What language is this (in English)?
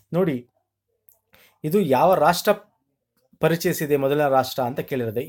Kannada